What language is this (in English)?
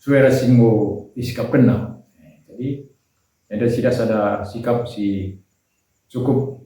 Batak Karo